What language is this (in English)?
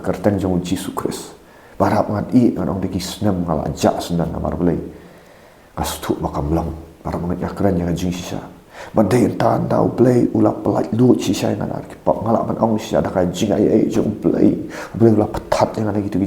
Khasi